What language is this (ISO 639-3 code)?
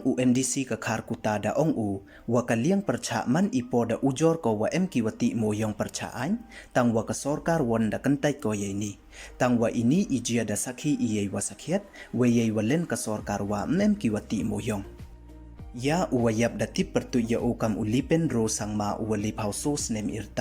pbv